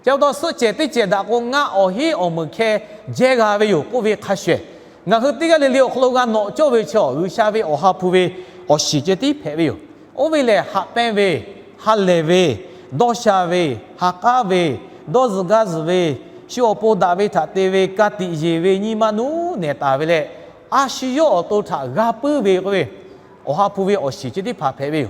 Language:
Lahu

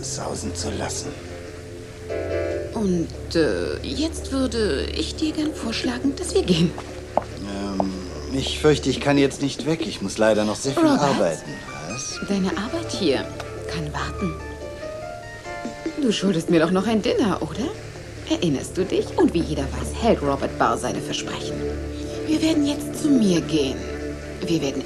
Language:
German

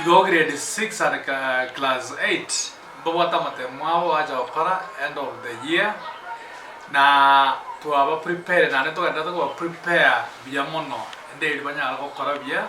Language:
Gusii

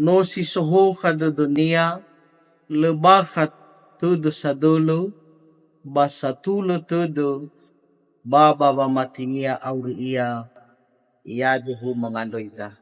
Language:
Nias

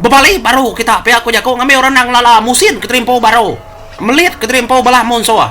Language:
Iban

